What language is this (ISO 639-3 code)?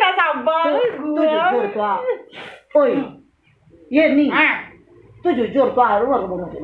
min